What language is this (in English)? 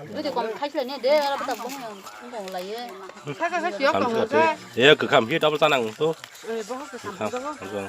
Kok Borok